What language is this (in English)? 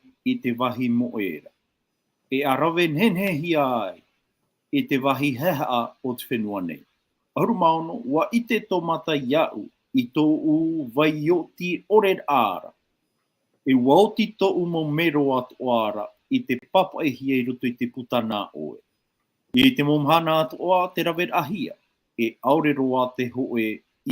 Tahitian